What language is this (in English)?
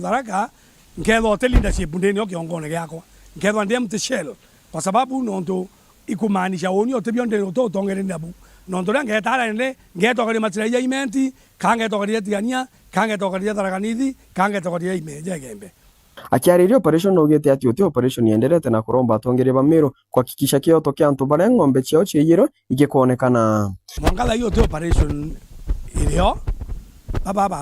Meru